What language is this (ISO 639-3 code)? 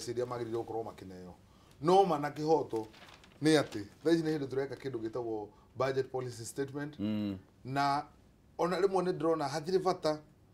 kik